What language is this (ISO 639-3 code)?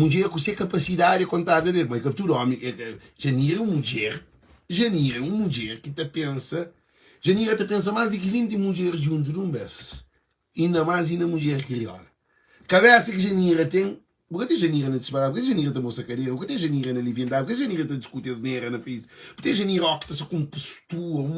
kea